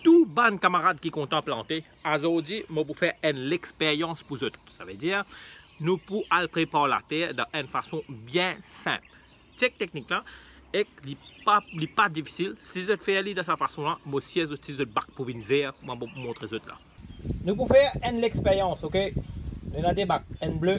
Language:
Morisyen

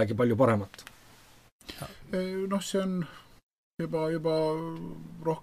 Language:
Estonian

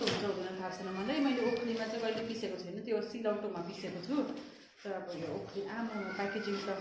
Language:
Nepali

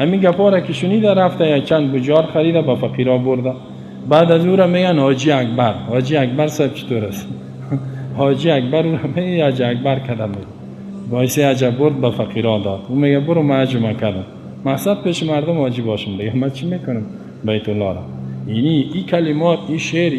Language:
Persian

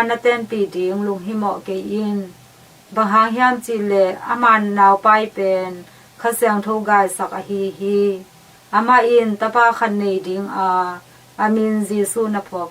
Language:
Tedim Chin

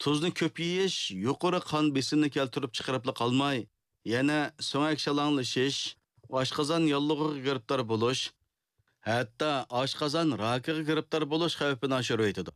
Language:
Uyghur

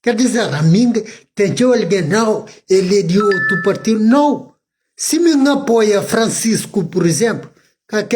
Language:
Kabuverdianu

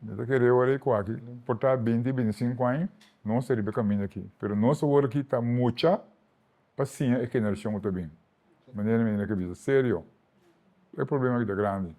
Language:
Papiamento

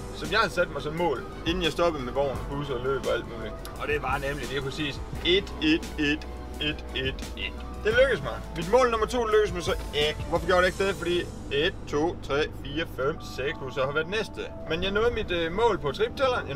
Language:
Danish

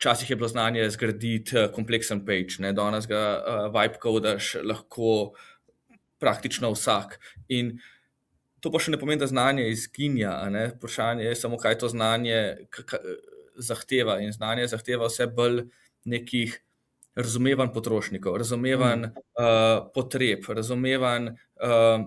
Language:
Slovenian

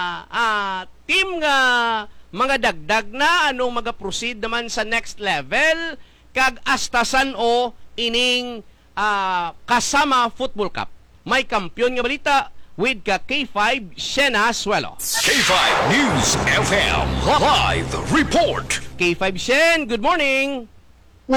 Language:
Hiligaynon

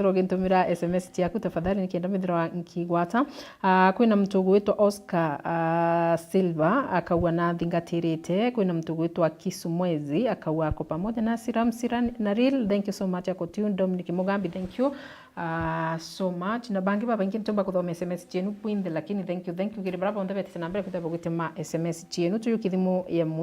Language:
Meru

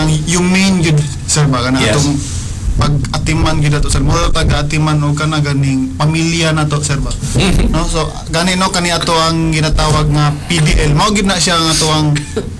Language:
Cebuano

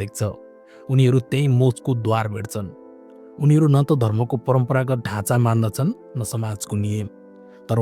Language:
Nepali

